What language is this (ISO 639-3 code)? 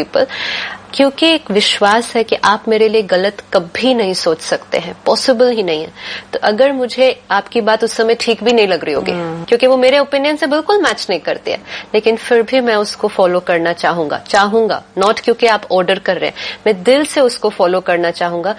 hin